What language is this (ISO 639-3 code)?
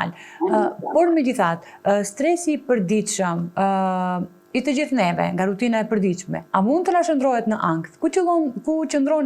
sqi